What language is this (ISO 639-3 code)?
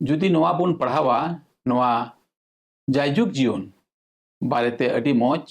sat